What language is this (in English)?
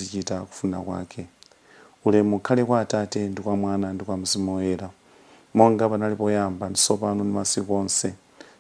Nyanja